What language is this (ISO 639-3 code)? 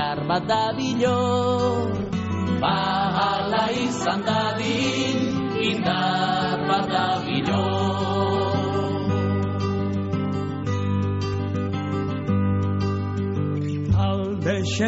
eus